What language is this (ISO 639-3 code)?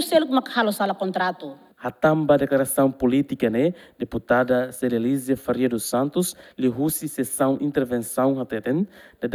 tet